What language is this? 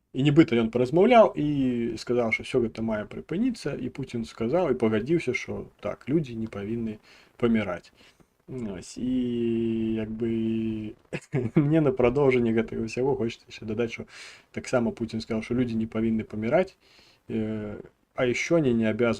Belarusian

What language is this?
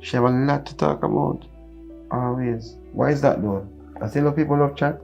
Jamaican Creole English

